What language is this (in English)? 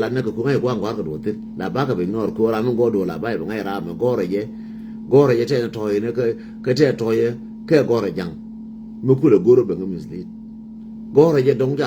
Nuer